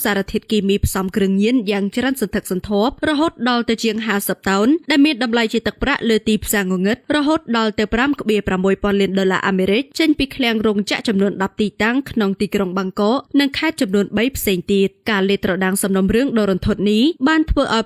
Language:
Khmer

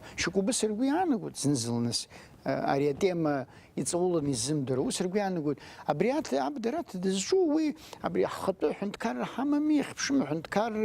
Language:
Abkhazian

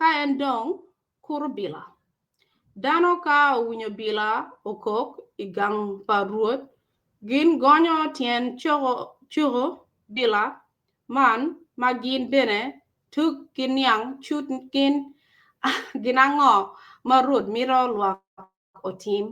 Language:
Acoli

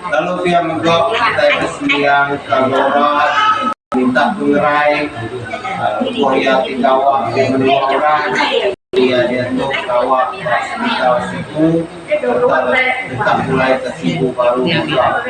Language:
Iban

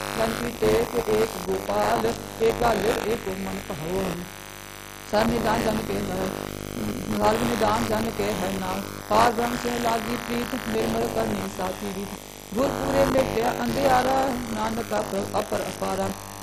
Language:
Punjabi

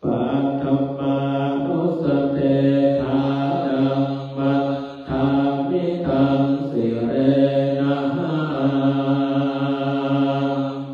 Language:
Pali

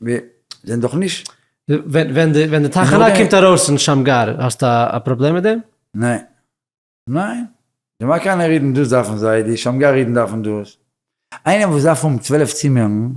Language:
Yiddish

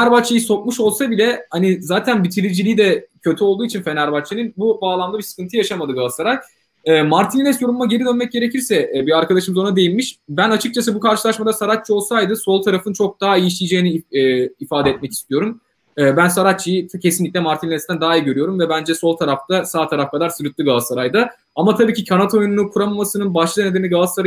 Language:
Turkish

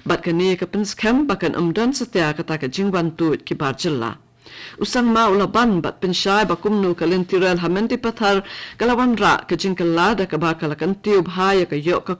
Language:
Khasi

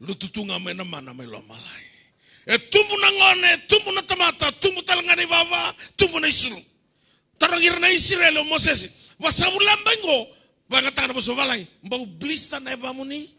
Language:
Fijian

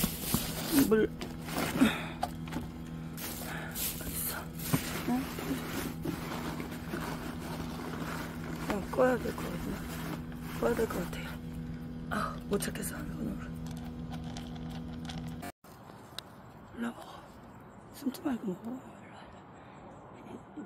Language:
Korean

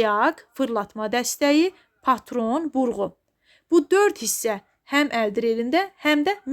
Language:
Azerbaijani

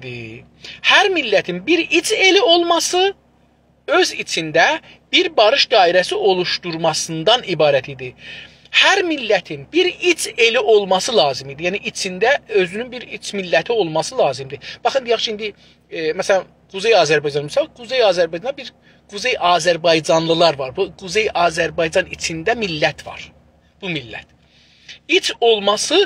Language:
South Azerbaijani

